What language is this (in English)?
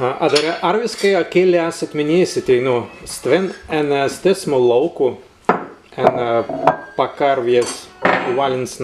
Prussian